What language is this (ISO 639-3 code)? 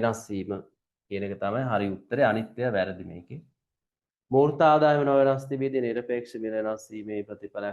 sin